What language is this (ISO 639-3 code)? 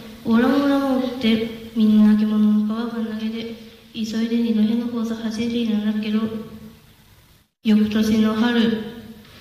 jpn